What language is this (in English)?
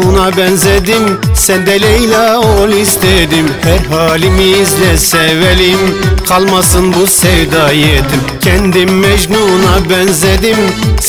Turkish